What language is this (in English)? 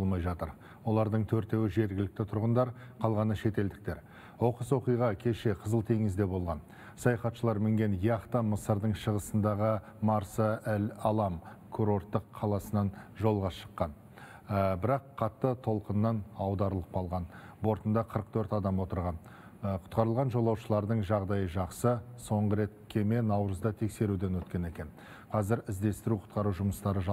Kazakh